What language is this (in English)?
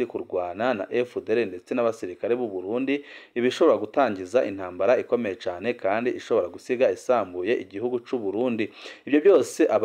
Rundi